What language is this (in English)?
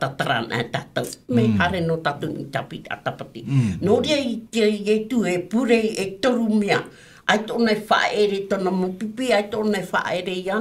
Tahitian